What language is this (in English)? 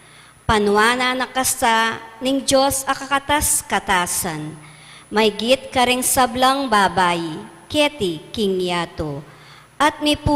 Pampanga